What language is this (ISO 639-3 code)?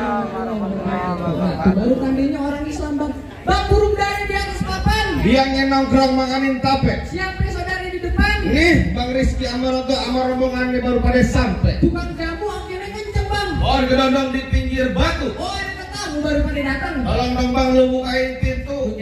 bew